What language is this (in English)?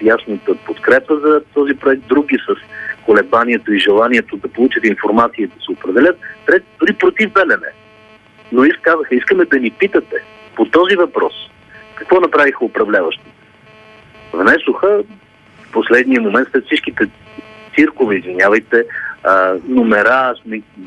Bulgarian